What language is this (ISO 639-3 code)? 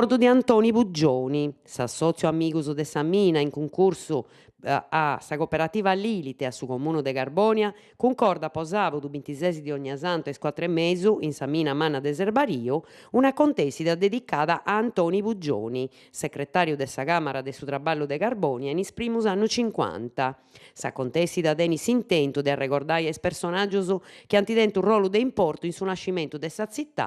srd